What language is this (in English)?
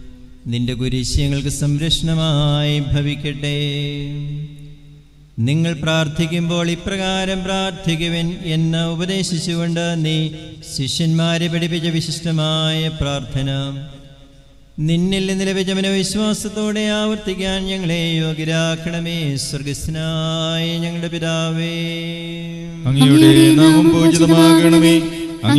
Malayalam